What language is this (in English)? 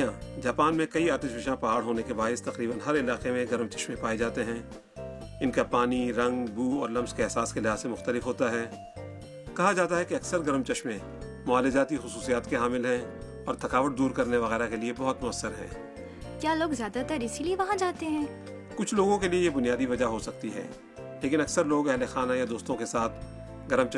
Urdu